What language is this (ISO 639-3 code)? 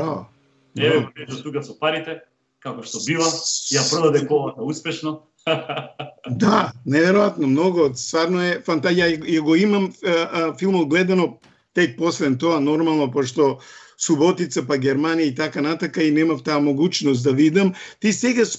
mkd